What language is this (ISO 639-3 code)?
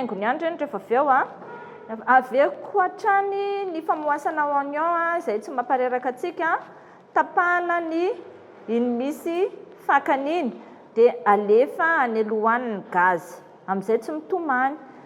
mlg